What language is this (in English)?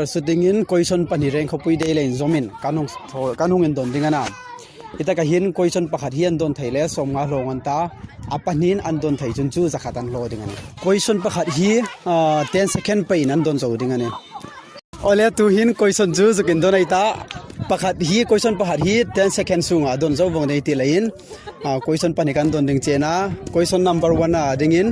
Hmar